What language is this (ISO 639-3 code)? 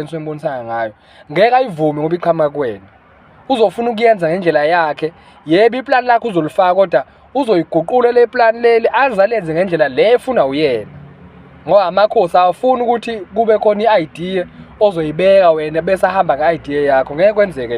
zul